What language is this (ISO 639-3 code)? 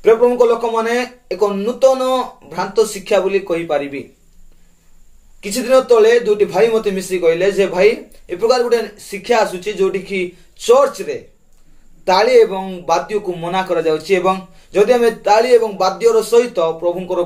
ori